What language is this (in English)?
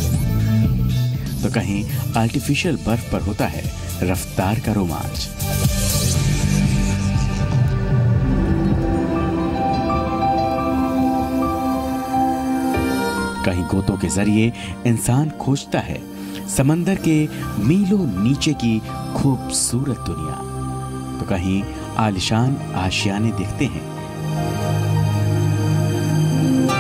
Hindi